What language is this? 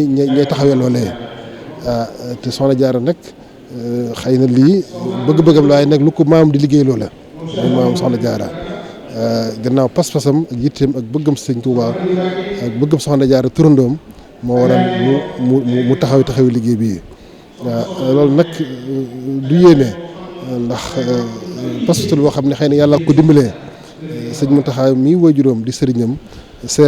Wolof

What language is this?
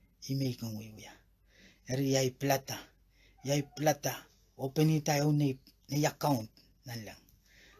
Pohnpeian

